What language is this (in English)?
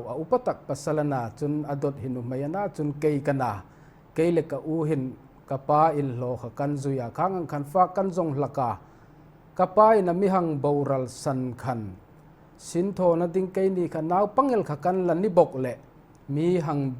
Hmar